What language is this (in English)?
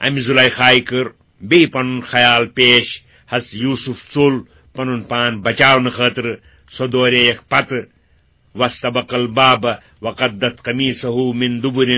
Kashmiri